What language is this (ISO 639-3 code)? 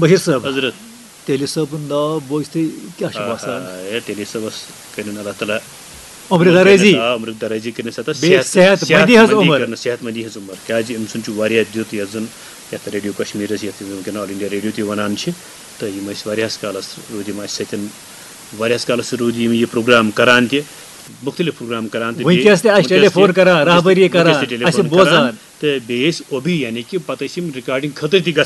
kas